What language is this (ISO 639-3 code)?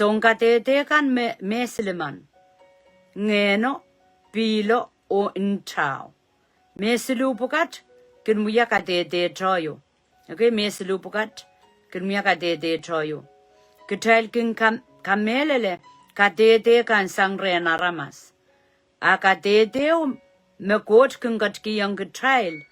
pon